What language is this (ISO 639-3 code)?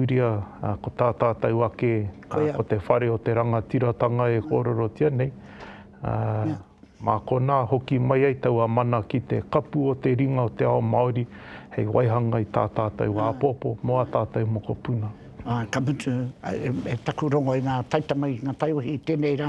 mri